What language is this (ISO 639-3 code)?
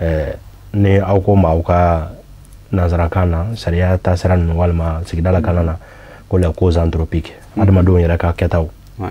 bam